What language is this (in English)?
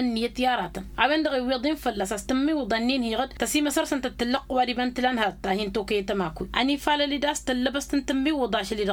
Tamasheq